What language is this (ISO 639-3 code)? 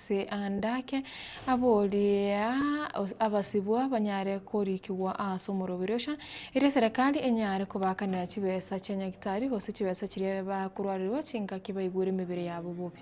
guz